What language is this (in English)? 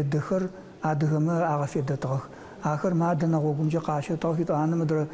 Adyghe